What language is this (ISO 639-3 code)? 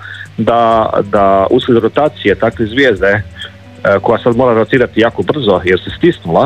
hrv